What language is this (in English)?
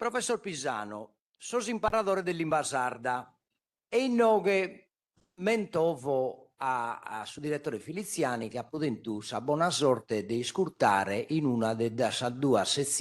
Sardinian